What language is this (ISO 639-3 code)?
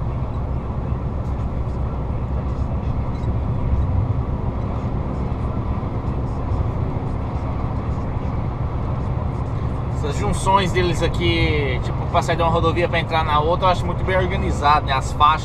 por